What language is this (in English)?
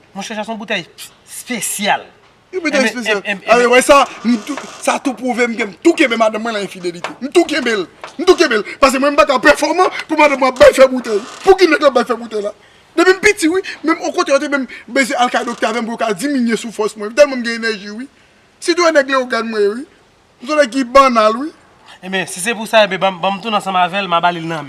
Haitian Creole